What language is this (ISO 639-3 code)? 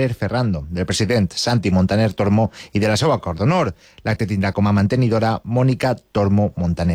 cat